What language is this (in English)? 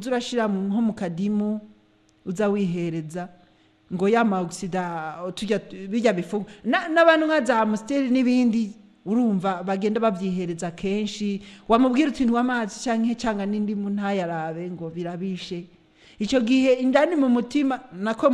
Rundi